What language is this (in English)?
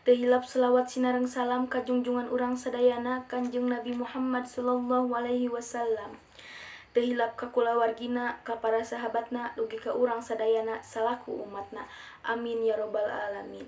Sundanese